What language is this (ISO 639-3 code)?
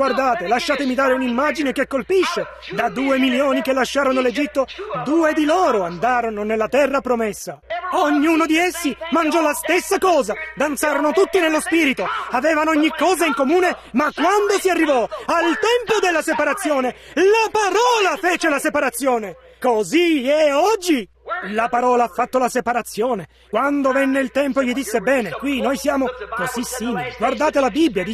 ita